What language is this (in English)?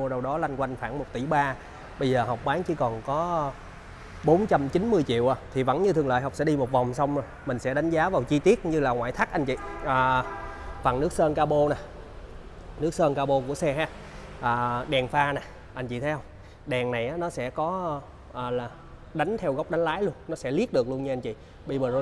Vietnamese